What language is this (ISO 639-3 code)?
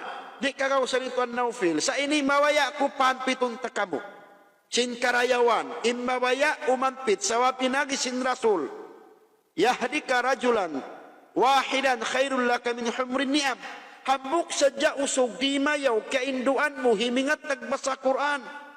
tsg